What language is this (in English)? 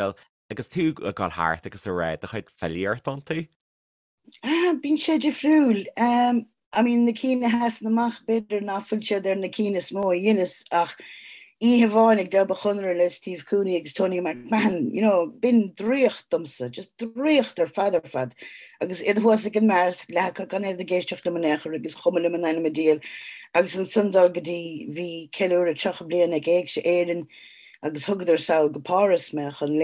Irish